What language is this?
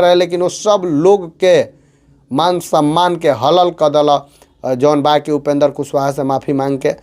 Bhojpuri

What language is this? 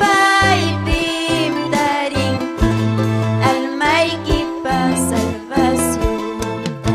Ayacucho Quechua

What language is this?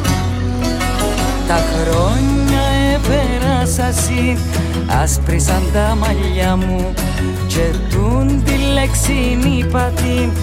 Greek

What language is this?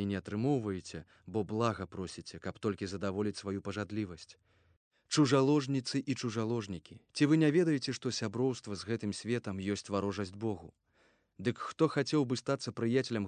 Belarusian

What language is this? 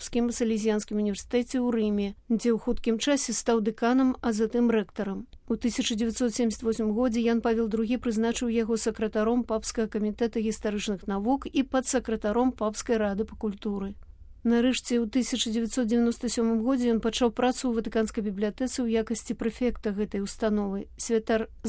Belarusian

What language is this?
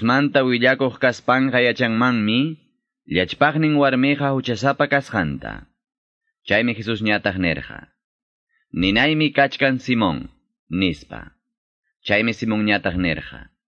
Quechua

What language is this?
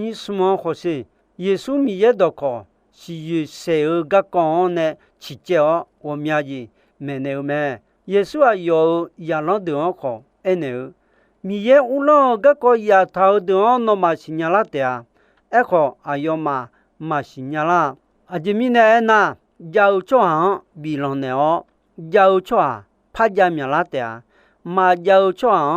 Akha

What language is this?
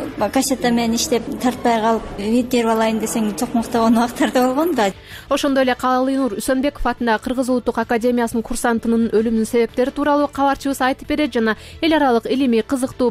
Kyrgyz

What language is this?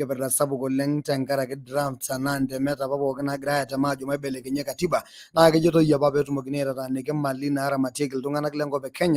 Masai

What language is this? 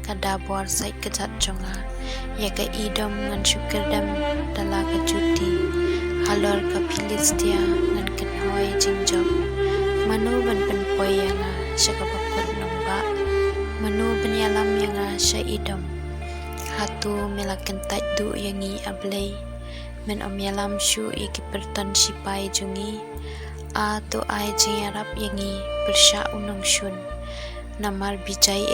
Khasi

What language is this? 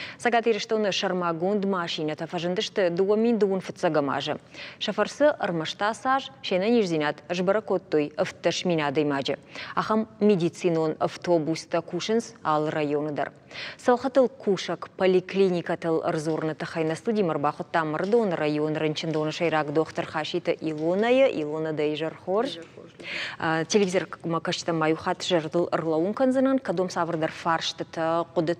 Ossetic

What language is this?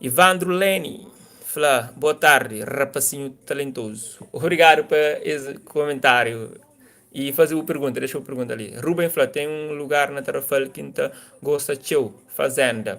Kabuverdianu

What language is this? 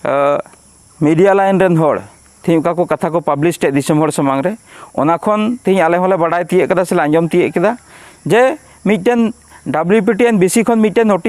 Santali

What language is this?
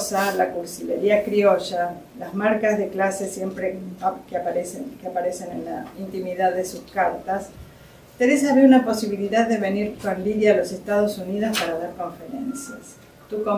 Spanish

